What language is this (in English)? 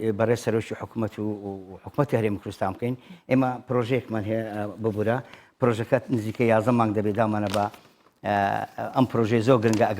Central Kurdish